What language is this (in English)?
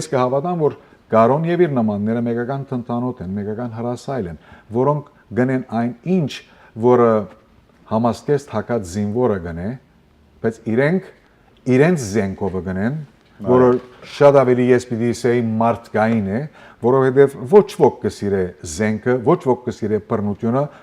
Western Armenian